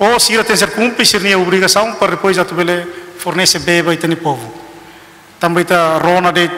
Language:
Tetum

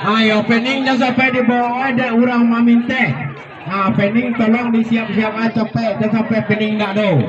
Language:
Minangkabau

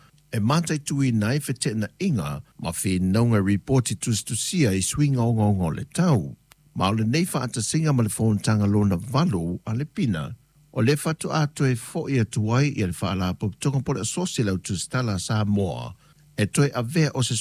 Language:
Samoan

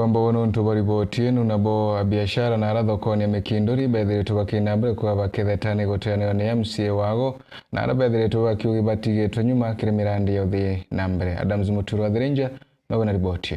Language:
Meru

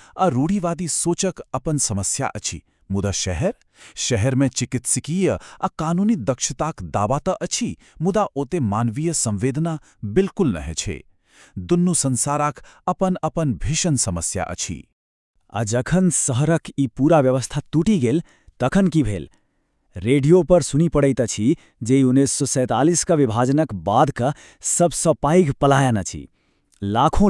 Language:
Maithili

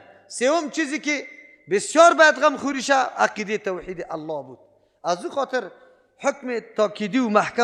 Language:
Persian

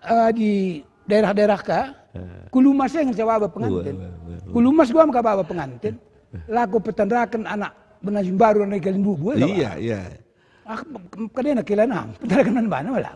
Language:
Batak Karo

